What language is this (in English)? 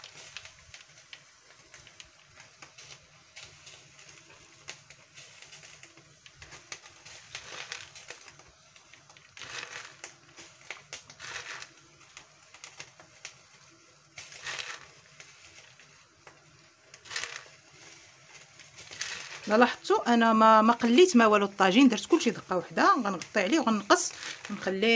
Moroccan Arabic